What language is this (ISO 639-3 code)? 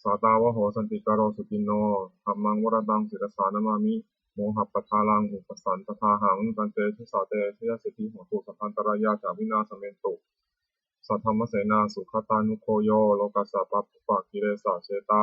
pli